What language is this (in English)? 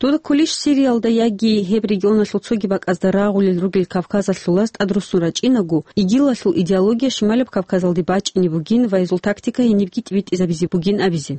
Avaric